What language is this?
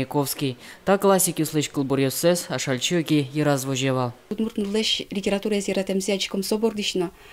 Udmurt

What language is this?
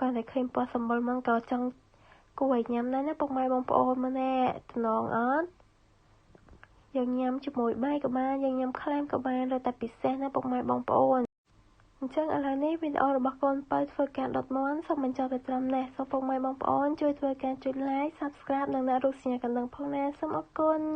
Khmer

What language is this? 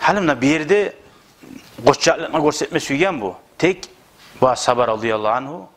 Kumyk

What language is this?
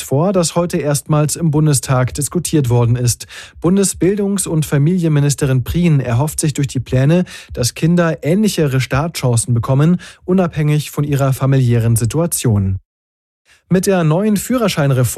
German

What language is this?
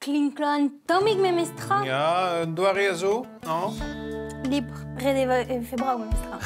Breton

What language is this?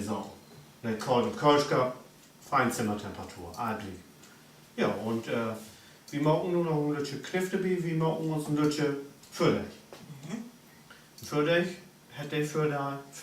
Low German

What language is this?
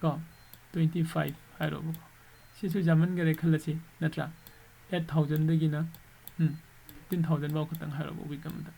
Manipuri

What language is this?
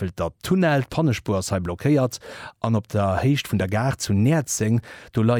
Luxembourgish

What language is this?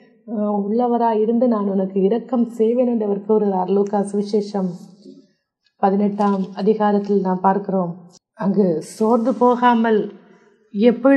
Tamil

